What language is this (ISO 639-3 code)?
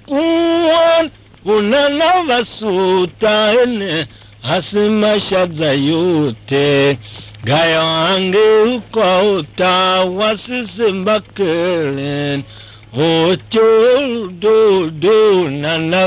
tiv